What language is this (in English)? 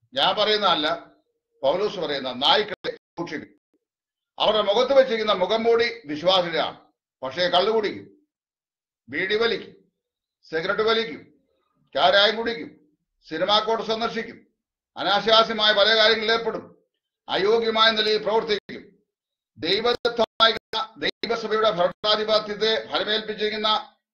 Malayalam